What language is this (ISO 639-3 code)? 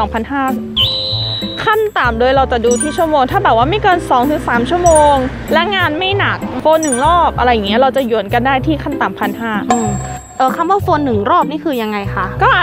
tha